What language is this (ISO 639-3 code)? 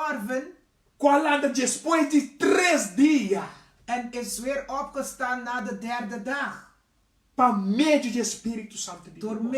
pap